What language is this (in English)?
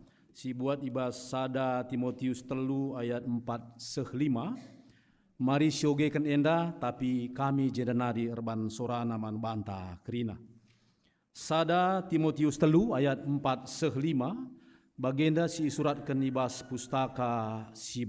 Batak Karo